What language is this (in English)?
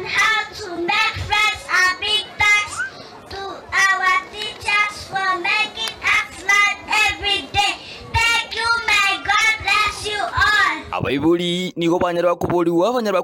Gusii